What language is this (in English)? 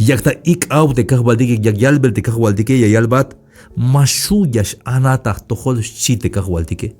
Tzeltal